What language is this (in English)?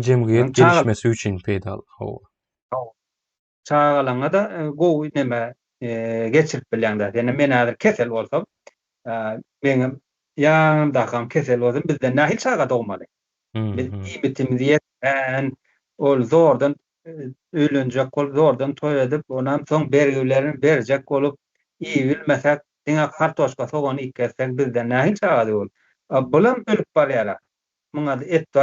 Turkmen